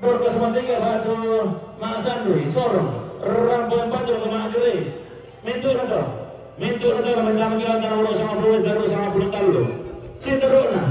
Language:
Toraja-Sa'dan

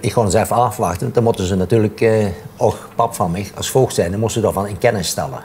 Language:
Limburgish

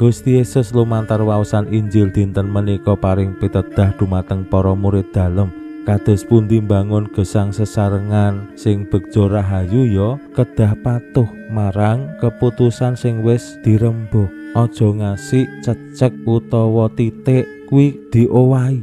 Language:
Javanese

